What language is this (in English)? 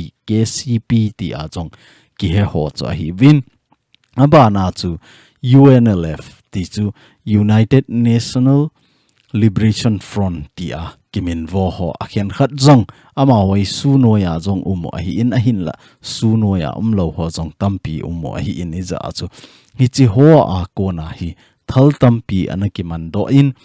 Thado Chin